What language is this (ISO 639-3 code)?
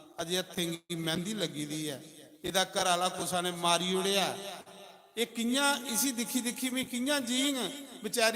doi